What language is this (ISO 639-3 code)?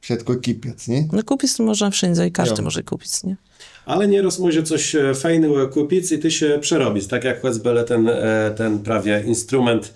csb